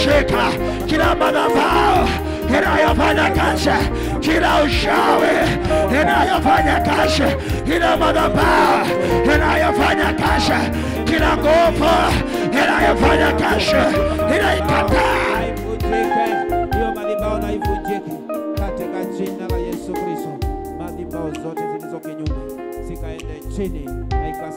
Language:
Swahili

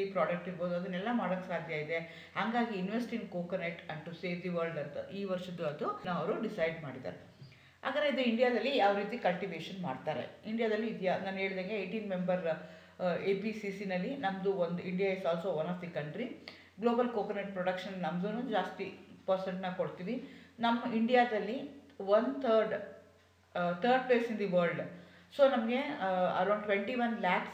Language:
Kannada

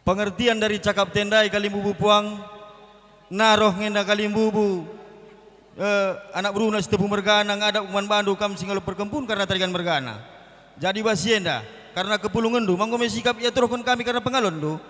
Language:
Batak Karo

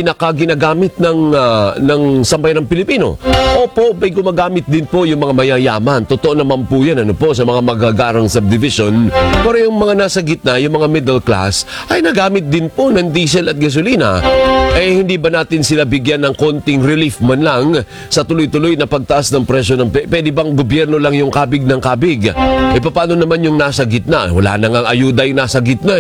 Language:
Filipino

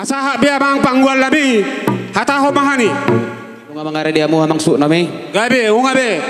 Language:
Batak Toba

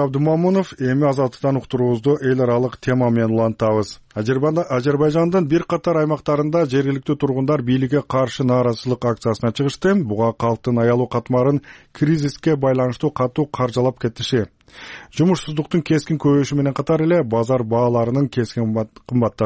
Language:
Kyrgyz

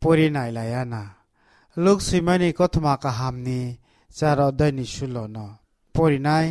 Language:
Kok Borok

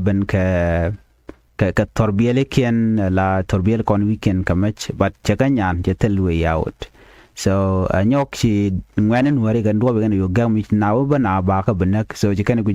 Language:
Nuer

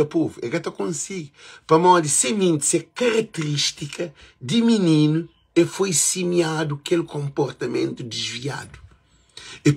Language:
Kabuverdianu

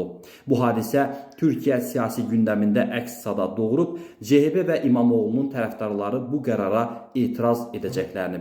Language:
Azerbaijani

